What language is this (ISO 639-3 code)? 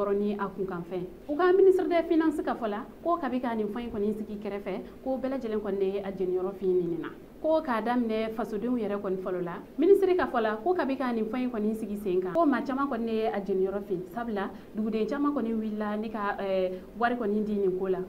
bam